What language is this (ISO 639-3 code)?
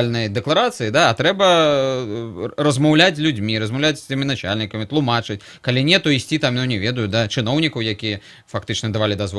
bel